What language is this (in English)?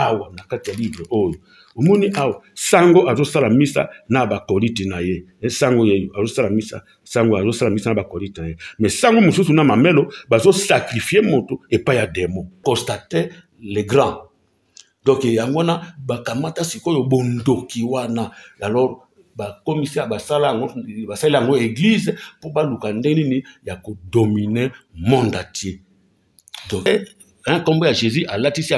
Lingala